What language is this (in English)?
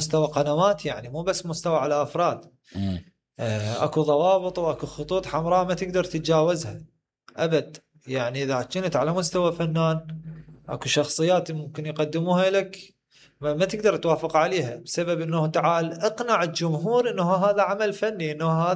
Mesopotamian Arabic